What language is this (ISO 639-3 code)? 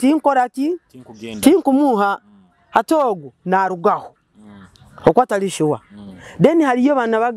nyo